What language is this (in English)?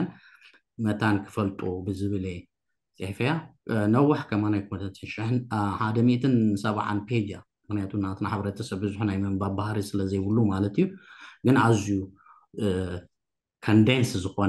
Tigrinya